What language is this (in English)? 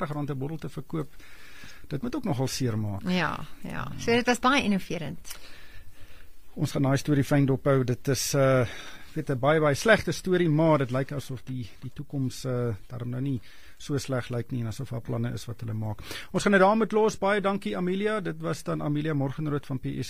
Afrikaans